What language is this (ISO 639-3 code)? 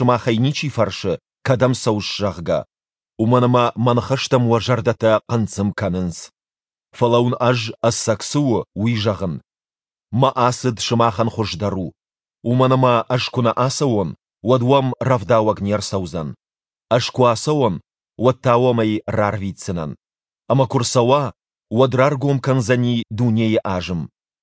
oss